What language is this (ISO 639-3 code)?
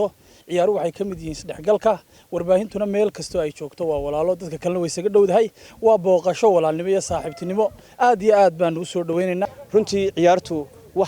som